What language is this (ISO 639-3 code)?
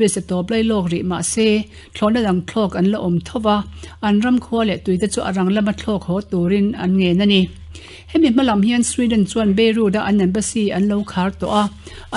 lus